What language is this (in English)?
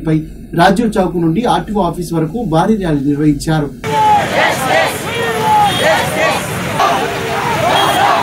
Telugu